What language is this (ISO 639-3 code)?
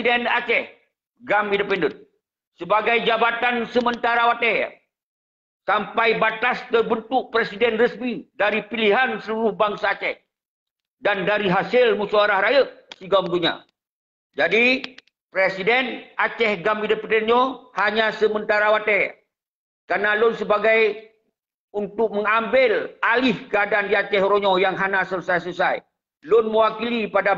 ace